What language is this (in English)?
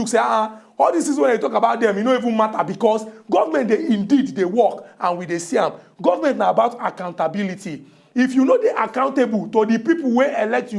Nigerian Pidgin